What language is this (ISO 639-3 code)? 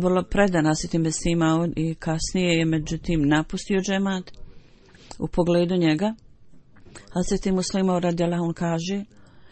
bos